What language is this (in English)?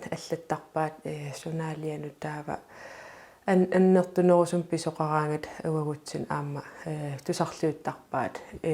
Kalaallisut